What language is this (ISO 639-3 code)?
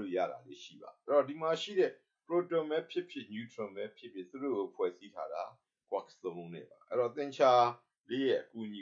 mya